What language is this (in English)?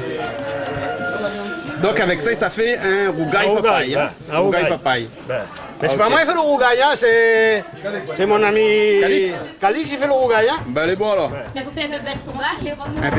Réunion Creole French